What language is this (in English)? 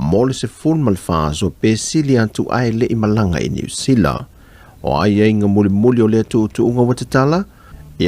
Samoan